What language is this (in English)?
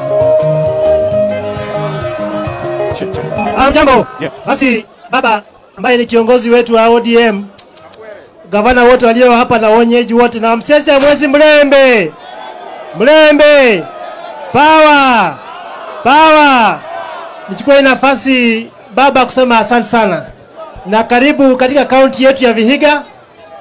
Swahili